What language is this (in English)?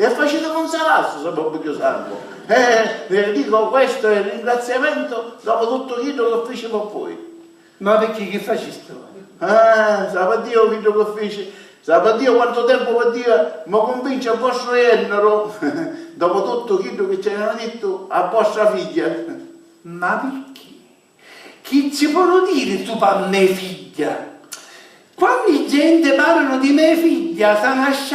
Sicilian